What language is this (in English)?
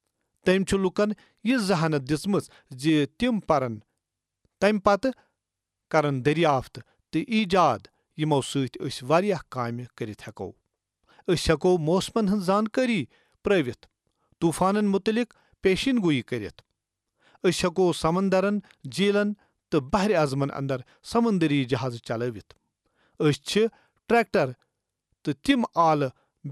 Kashmiri